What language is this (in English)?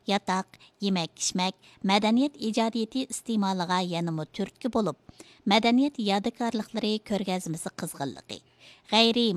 Uyghur